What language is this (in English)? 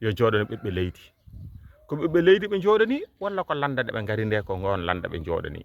Fula